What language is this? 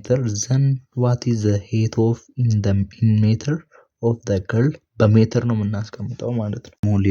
Amharic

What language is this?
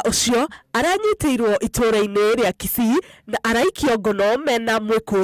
Kikuyu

